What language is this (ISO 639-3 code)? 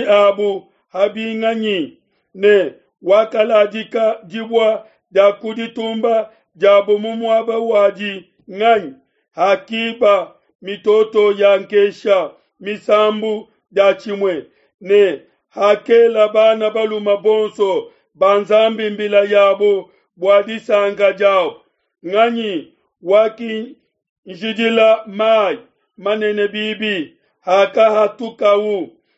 lua